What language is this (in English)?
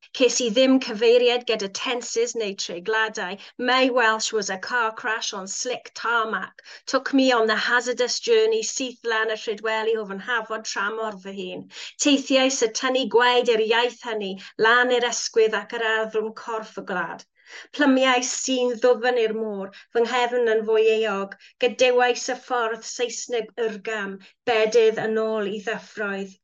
Welsh